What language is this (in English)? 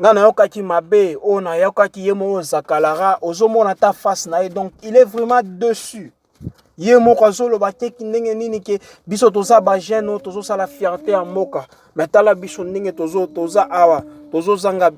Lingala